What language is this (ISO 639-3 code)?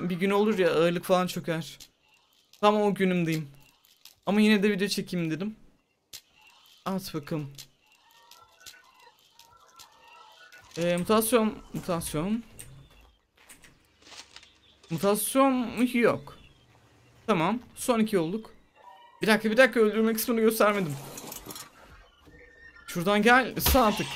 tur